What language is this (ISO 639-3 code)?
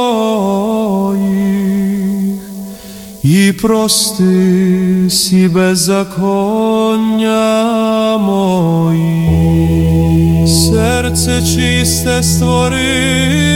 ukr